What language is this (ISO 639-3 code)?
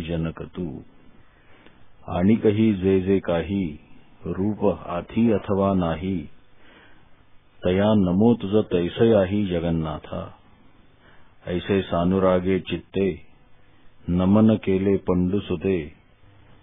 mar